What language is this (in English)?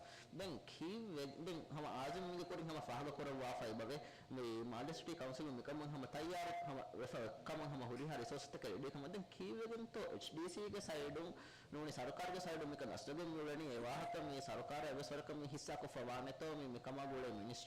Divehi